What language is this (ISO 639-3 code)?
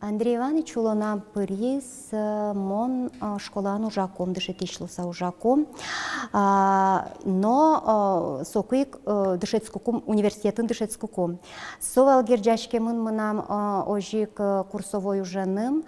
udm